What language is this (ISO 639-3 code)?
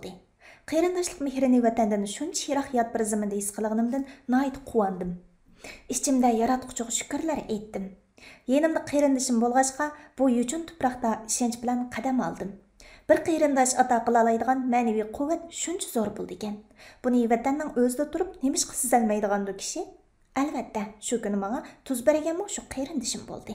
uig